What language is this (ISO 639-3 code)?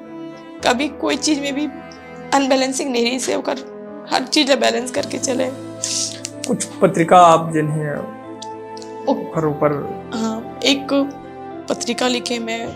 hne